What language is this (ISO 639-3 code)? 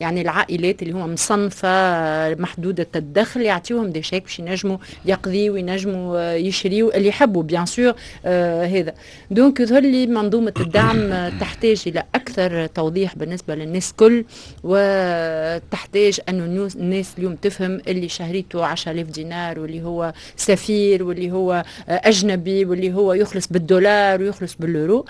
aeb